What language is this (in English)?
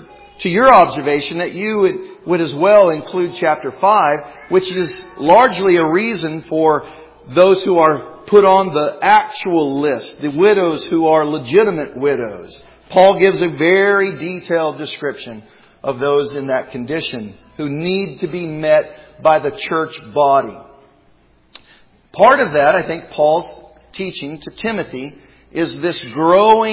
English